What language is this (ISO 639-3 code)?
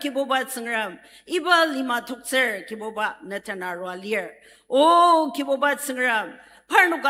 njo